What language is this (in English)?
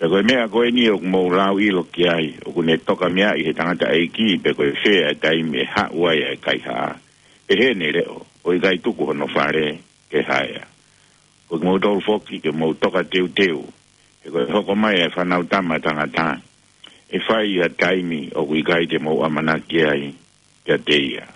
Tongan